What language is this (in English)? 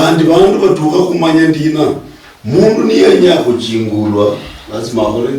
Luyia